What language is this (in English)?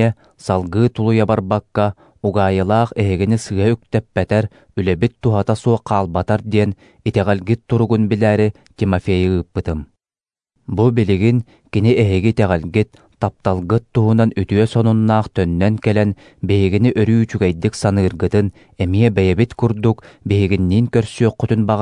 Yakut